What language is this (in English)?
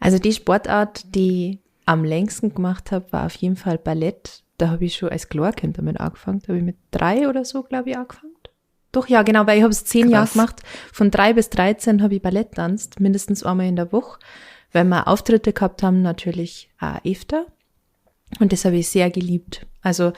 Bavarian